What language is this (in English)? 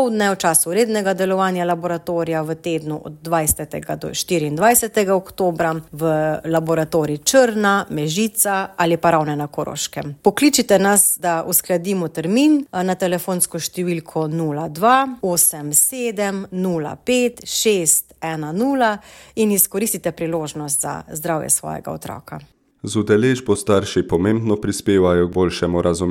Slovenian